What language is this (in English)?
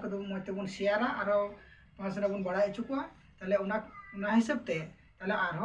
Santali